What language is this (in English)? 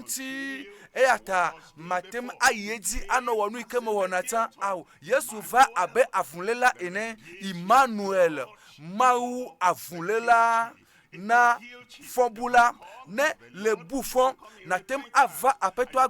Ewe